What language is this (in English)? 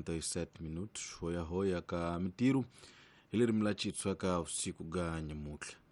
Tsonga